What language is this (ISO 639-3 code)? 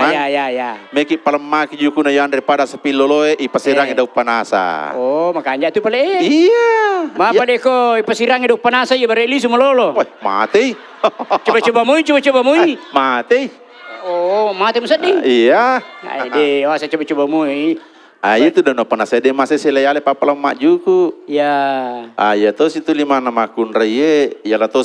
bug